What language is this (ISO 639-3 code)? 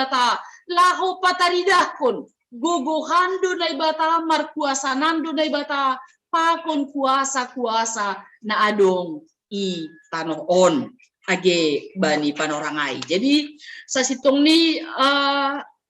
bts